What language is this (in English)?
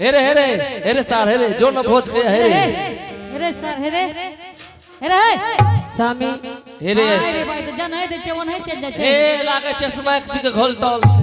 Angika